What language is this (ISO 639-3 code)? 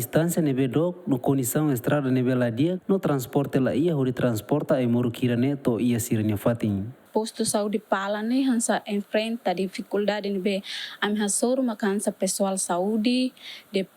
tet